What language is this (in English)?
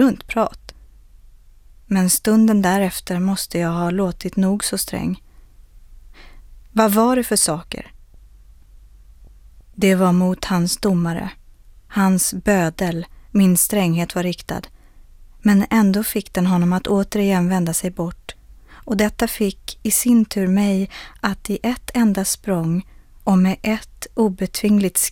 Swedish